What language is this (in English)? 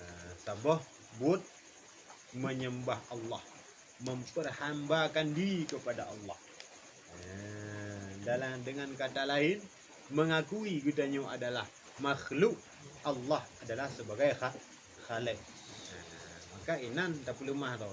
Achinese